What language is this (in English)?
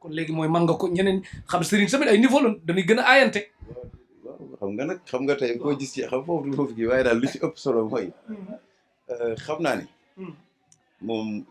Wolof